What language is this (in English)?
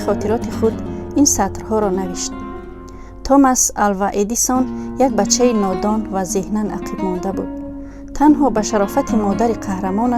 Tajik